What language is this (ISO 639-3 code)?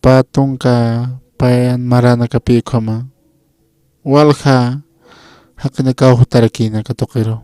aym